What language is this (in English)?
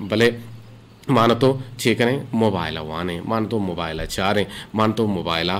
Eastern Balochi